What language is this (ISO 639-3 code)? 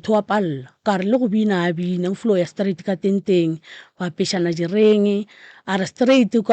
nso